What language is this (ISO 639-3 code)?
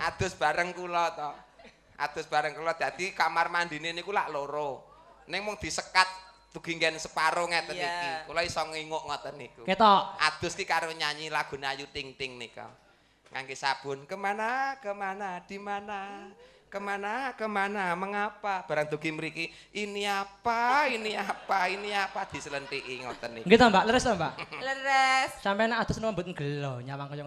jav